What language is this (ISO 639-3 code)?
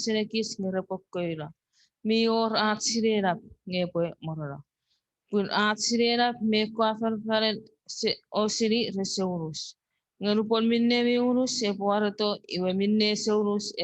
chk